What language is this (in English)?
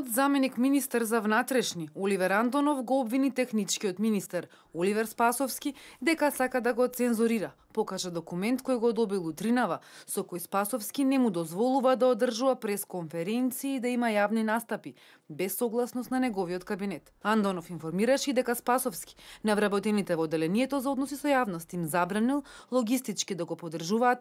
Macedonian